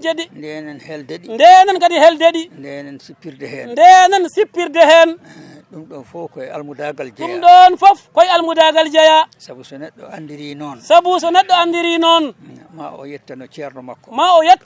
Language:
Fula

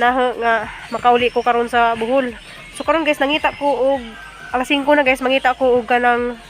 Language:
Cebuano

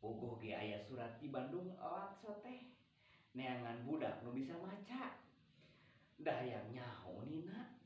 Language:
Sundanese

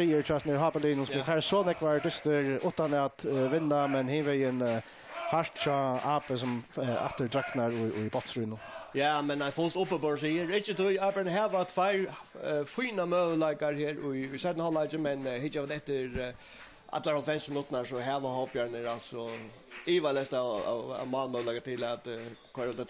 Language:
Faroese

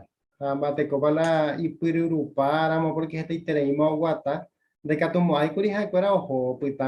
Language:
Guarani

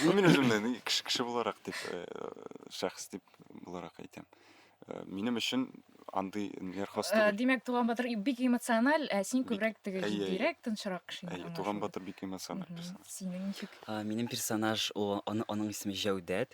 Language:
Tatar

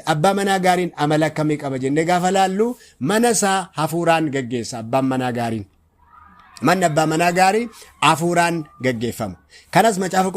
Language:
Oromo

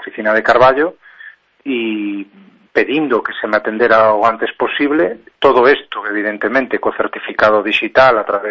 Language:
Galician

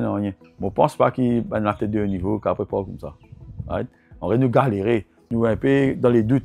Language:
Morisyen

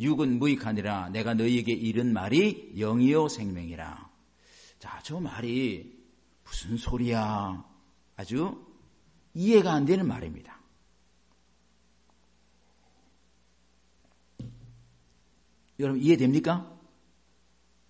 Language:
Korean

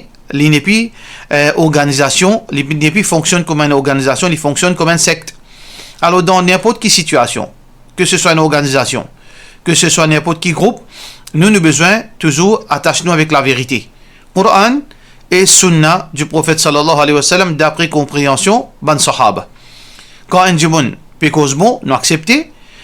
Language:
Morisyen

